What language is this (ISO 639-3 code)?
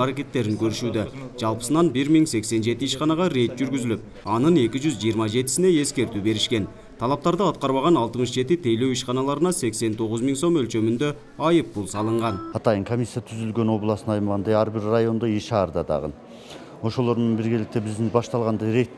kir